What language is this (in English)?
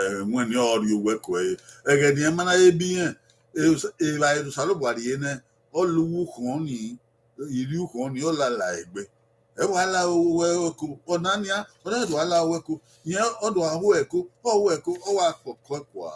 Bini